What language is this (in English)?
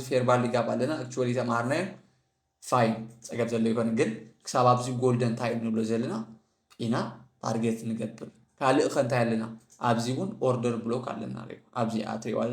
Tigrinya